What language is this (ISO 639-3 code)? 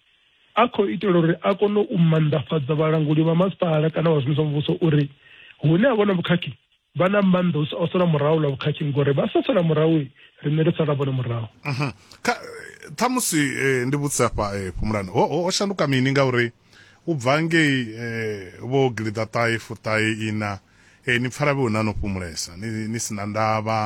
ven